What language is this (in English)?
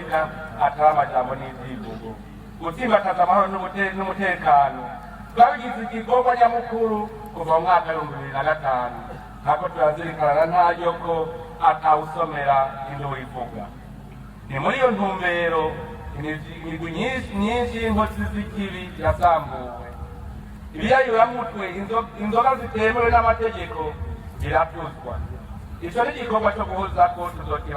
Rundi